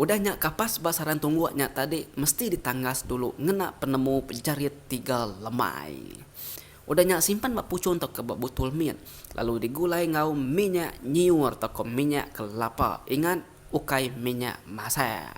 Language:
Iban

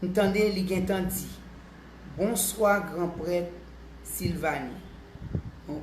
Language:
Haitian Creole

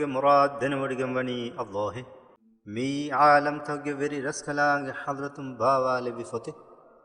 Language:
Divehi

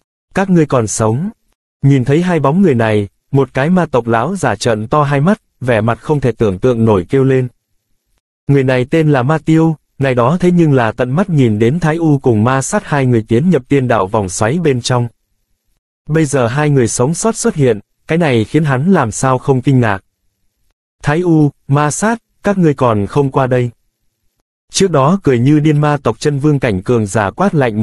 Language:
Vietnamese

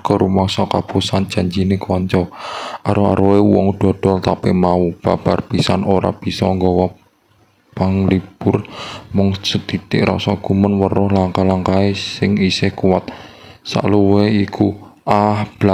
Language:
Javanese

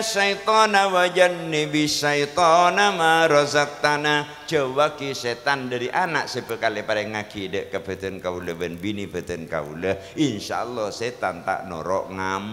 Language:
Madurese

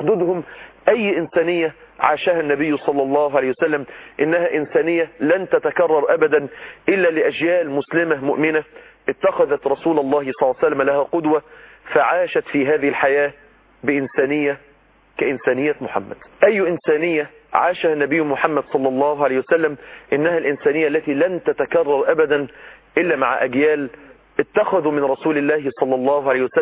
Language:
Arabic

